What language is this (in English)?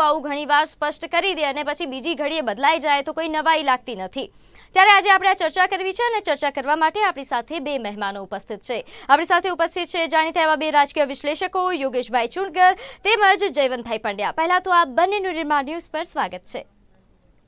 Gujarati